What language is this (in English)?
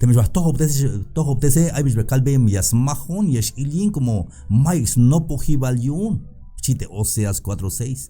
Tzeltal